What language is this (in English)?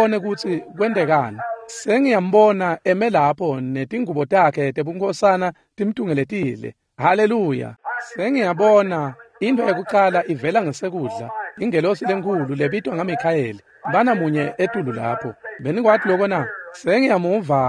Swati